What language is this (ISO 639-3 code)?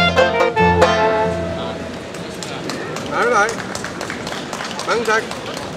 dan